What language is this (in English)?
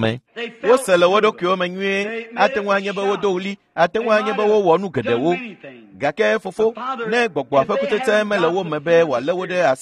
Ewe